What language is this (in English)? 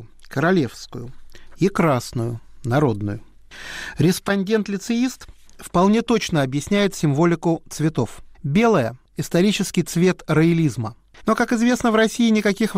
Russian